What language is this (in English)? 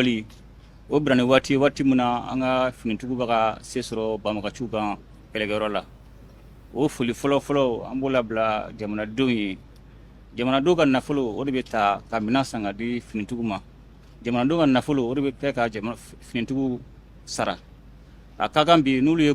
Bambara